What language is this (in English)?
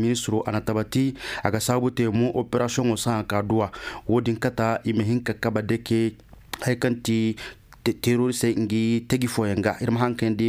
Koyraboro Senni